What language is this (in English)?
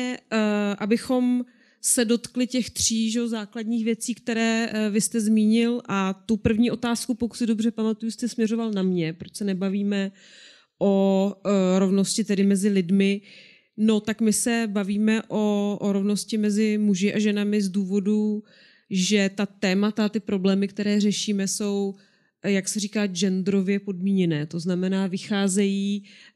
Czech